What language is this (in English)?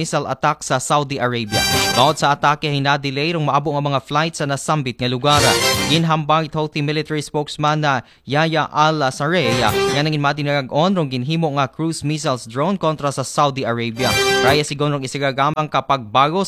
Aklanon